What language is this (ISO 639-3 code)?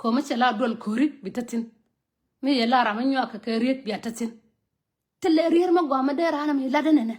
nus